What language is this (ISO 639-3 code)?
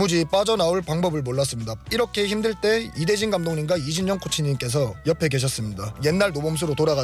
kor